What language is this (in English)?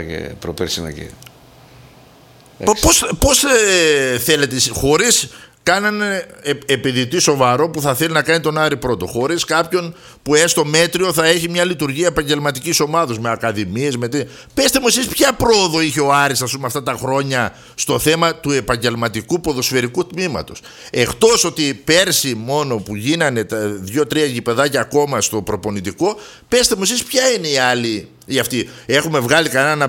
Greek